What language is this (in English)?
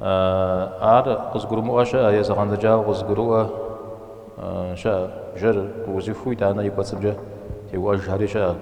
Kabardian